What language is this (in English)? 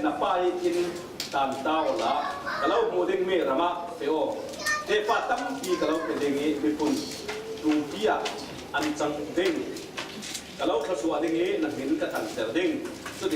Falam Chin